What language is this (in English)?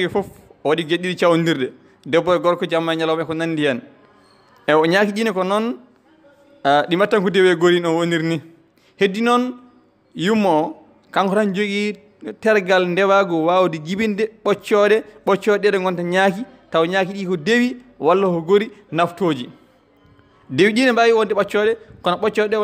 Fula